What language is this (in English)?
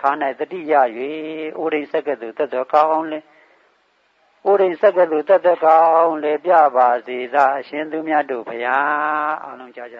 Burmese